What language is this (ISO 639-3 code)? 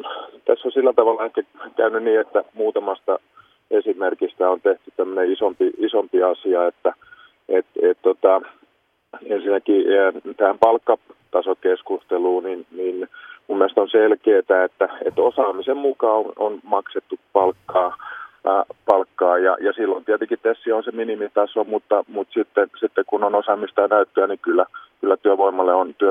fin